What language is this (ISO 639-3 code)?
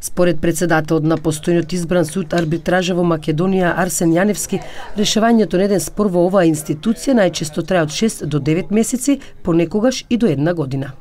mkd